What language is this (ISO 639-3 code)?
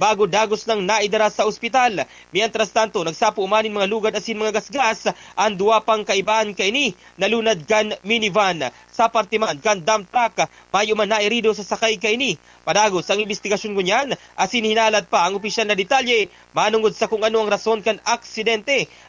bik